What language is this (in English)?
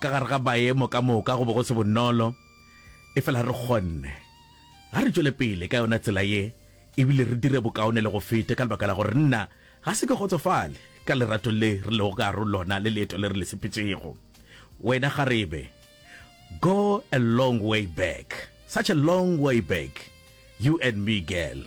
Northern Sotho